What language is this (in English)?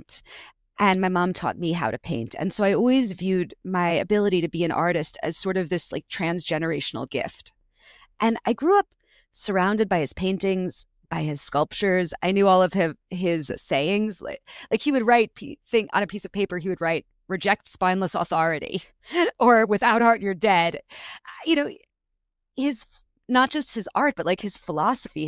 English